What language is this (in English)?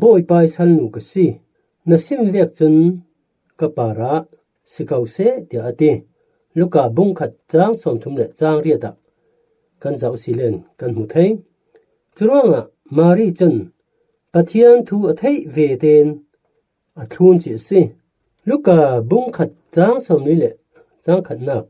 Falam Chin